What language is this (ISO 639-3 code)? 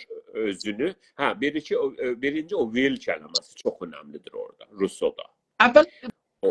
azb